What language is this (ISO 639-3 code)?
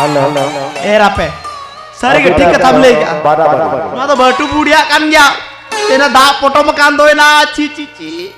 sat